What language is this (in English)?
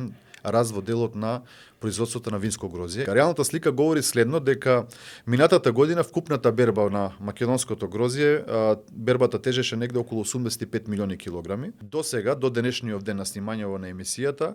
Macedonian